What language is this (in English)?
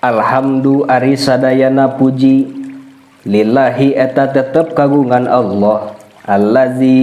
Sundanese